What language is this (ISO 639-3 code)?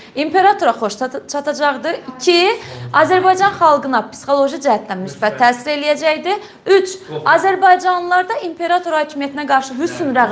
aze